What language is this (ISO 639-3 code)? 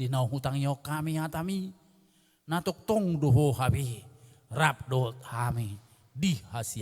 bbc